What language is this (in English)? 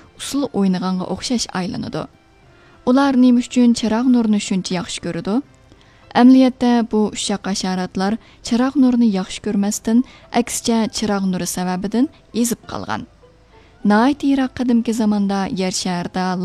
Uyghur